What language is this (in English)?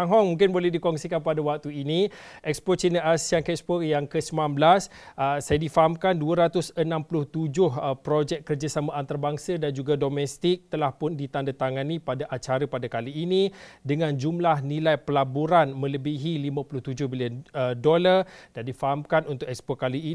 Malay